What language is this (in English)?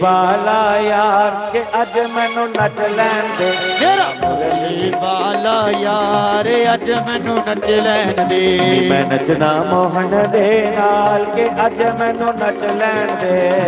Dogri